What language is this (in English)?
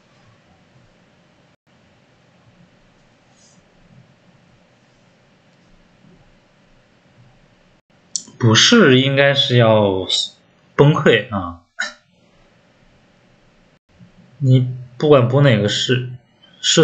Chinese